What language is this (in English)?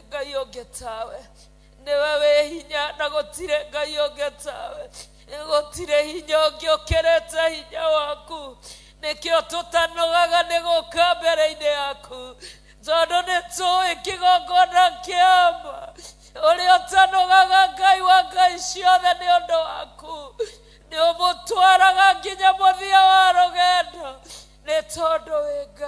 Kikuyu